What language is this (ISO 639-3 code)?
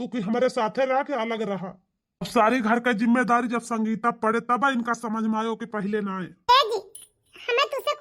awa